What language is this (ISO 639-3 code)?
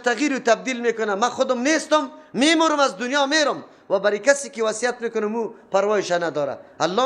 fas